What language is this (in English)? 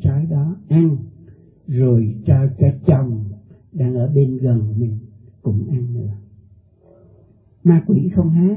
Vietnamese